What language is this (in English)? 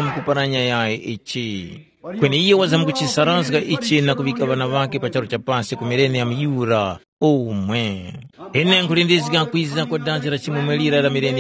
Tumbuka